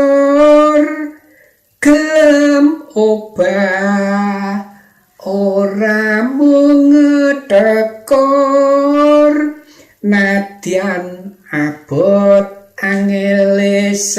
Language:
Javanese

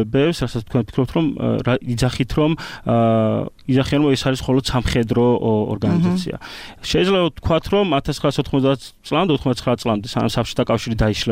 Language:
Georgian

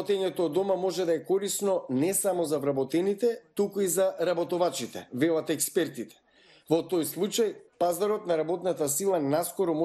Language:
Macedonian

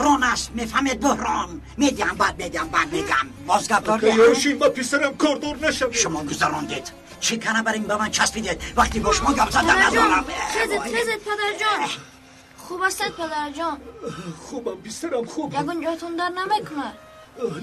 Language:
Tajik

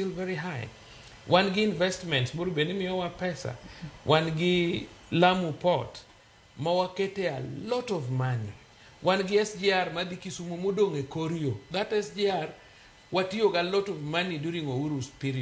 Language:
Luo (Kenya and Tanzania)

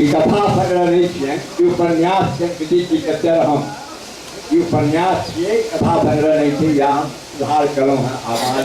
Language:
Maithili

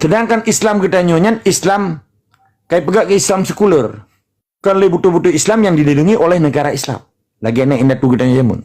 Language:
Achinese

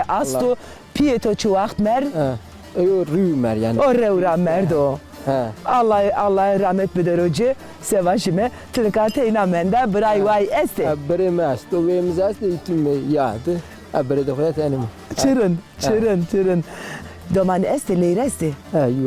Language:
Zaza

